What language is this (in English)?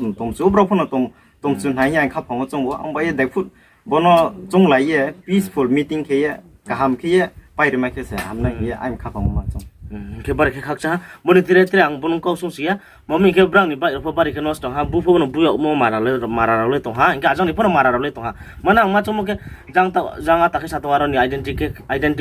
Riang (India)